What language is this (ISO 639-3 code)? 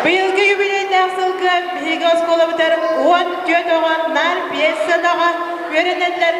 sah